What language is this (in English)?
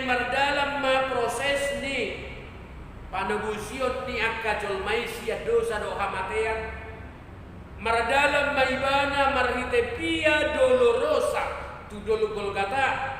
Batak Toba